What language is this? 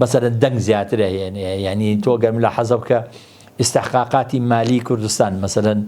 Central Kurdish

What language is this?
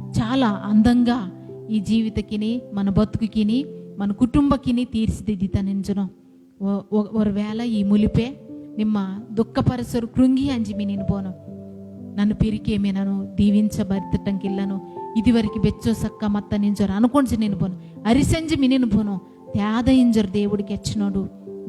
Koya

